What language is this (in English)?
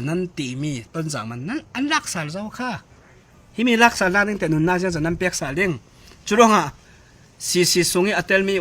Hakha Chin